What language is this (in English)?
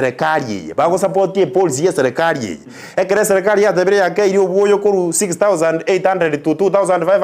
Gusii